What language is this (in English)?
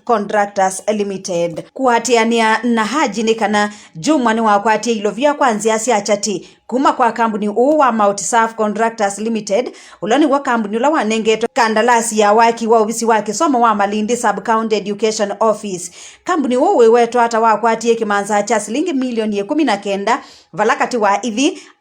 Kamba